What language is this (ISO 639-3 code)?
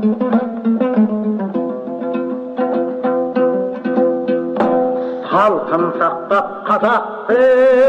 kaz